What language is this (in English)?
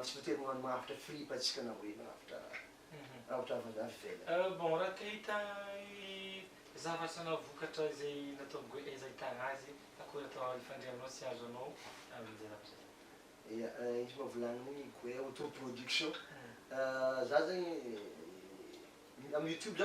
Malagasy